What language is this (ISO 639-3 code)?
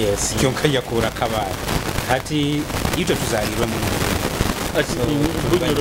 nyo